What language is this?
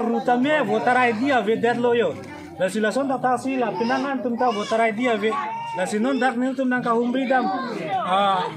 Karbi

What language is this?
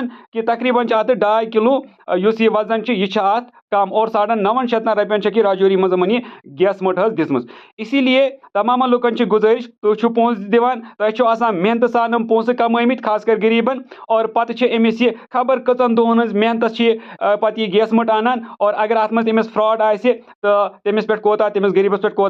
Kashmiri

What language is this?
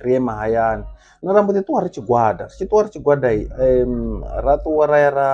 Venda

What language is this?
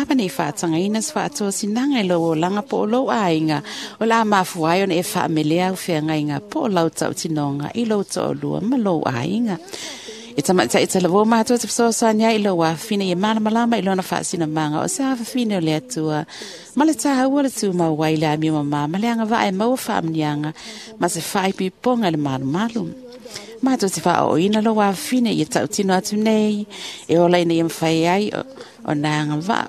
Samoan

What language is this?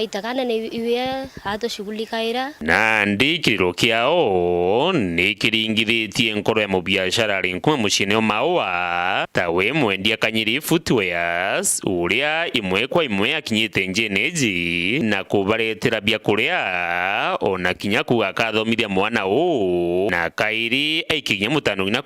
Meru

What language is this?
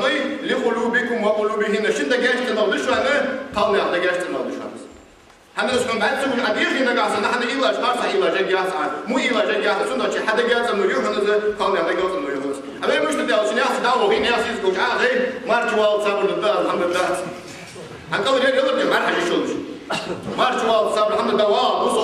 Ingush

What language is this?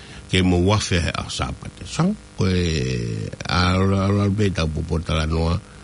Tongan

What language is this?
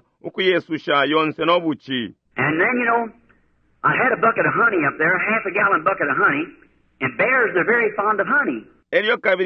Bemba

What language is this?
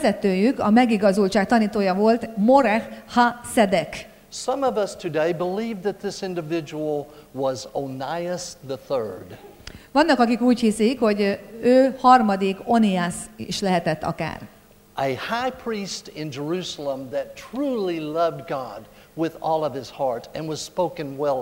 Hungarian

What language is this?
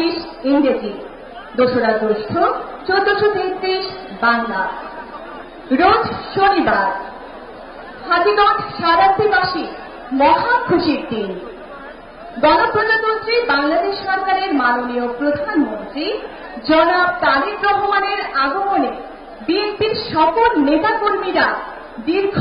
Bangla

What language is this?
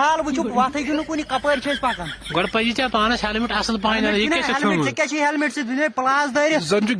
Kashmiri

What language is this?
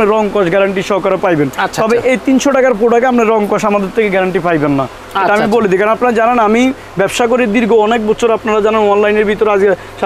Bangla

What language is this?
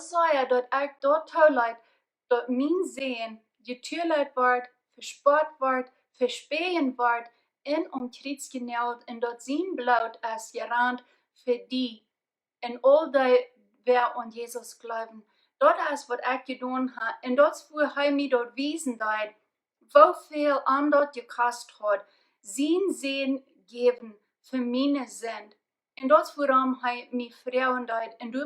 Plautdietsch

